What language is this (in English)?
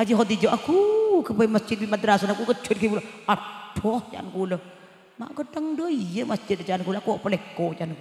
Madurese